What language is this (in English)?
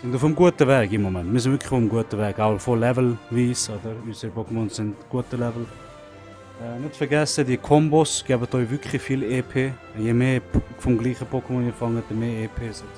Swiss German